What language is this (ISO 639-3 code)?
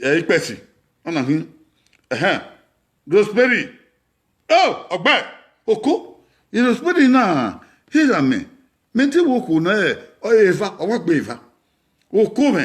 bin